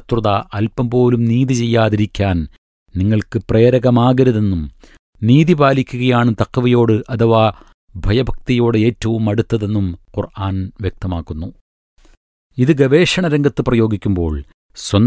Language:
Malayalam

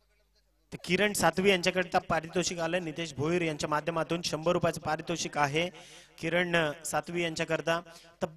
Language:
Marathi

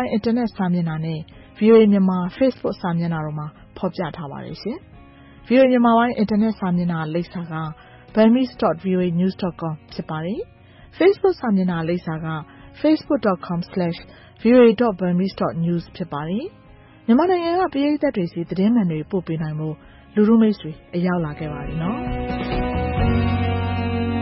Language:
Burmese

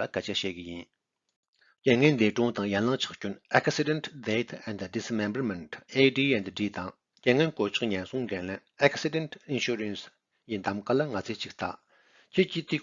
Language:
Tibetan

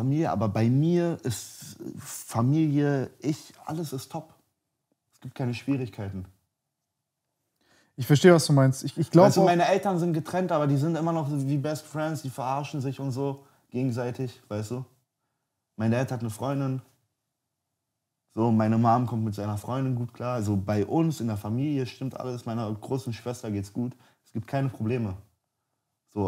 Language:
German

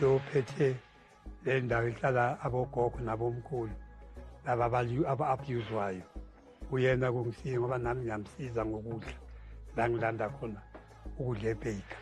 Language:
Zulu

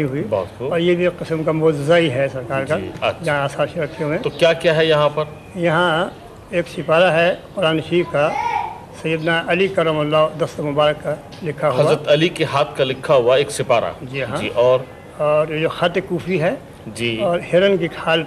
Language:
Urdu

